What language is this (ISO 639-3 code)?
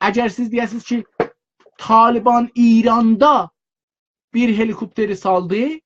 azb